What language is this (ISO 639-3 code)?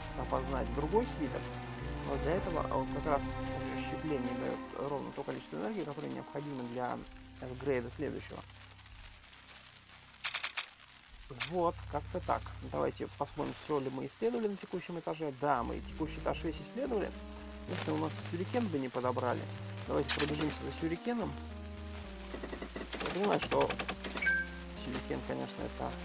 rus